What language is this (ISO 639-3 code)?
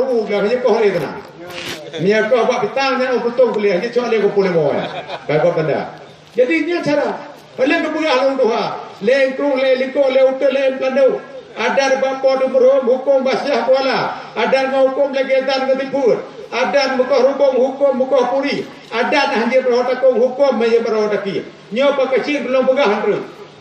ace